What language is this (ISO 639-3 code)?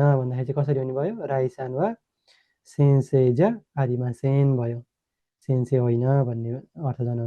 nep